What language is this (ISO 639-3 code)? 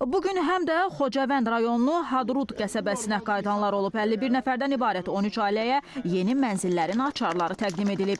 aze